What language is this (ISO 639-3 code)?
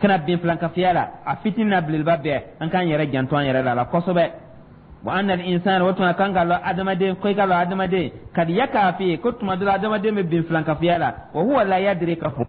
dyu